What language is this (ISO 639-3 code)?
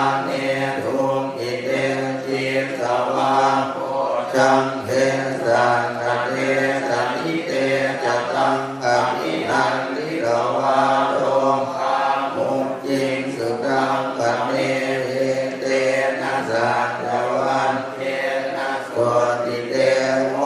pli